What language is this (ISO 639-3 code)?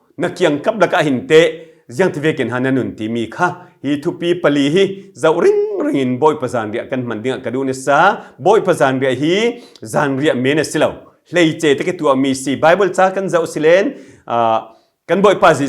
cfm